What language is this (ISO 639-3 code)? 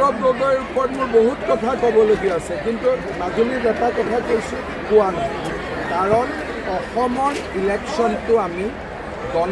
asm